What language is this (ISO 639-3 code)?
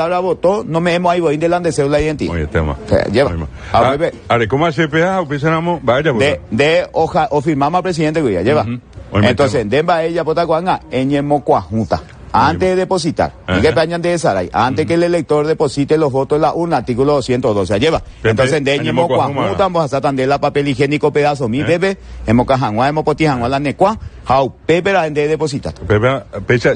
grn